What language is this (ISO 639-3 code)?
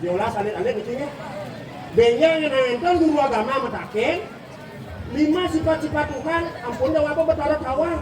ban